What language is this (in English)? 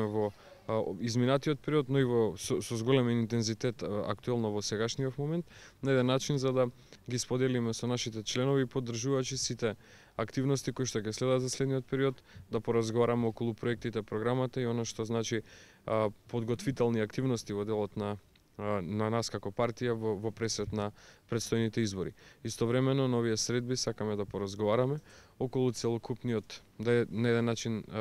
Macedonian